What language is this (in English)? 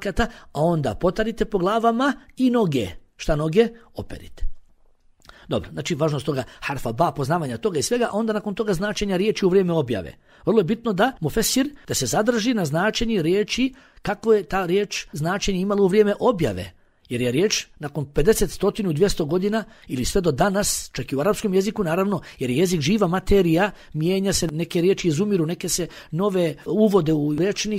Bosnian